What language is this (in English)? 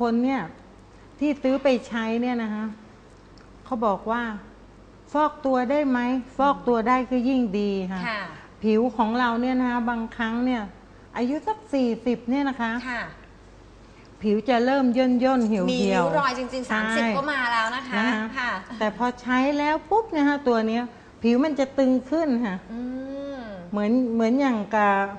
Thai